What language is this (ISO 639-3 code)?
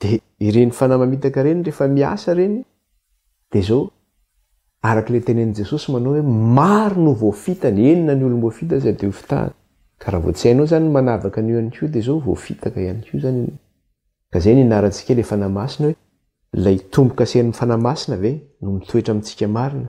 mlg